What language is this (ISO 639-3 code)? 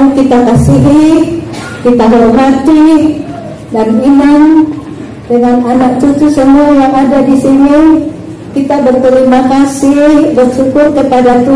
akb